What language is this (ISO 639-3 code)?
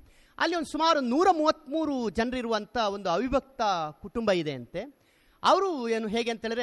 kan